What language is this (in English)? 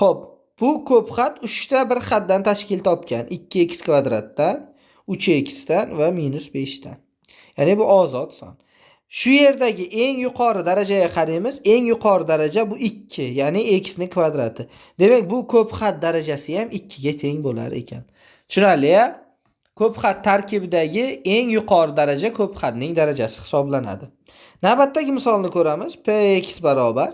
Uzbek